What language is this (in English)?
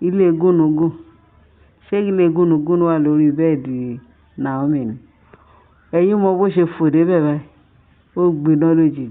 Yoruba